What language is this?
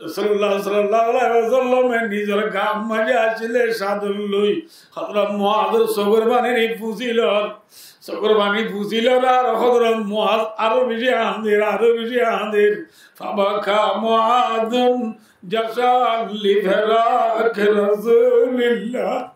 Rohingya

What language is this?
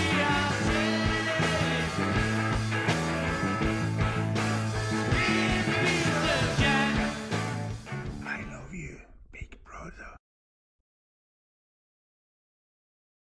Norwegian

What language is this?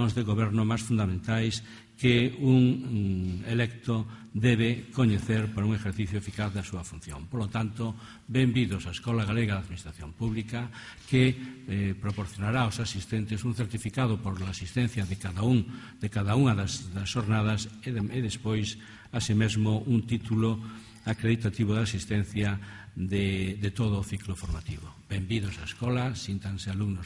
Galician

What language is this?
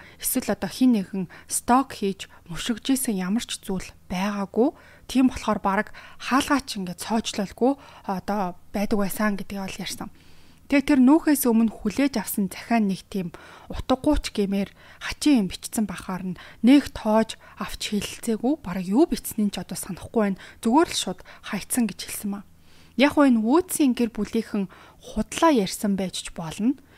Mongolian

